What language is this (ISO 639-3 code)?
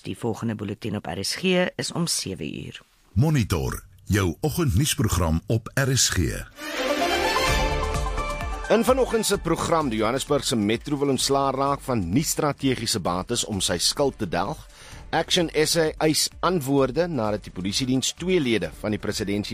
afr